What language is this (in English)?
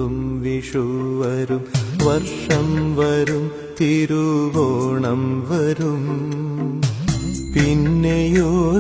Malayalam